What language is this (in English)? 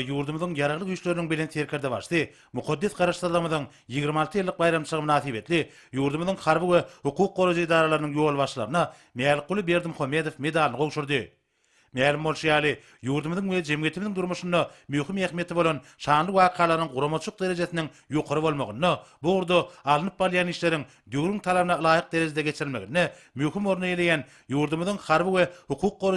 Turkmen